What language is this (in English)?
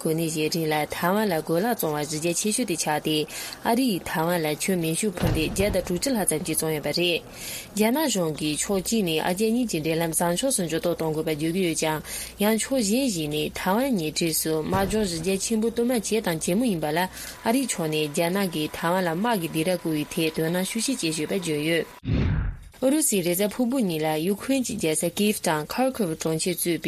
Tibetan